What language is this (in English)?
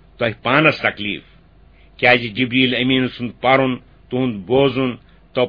Kashmiri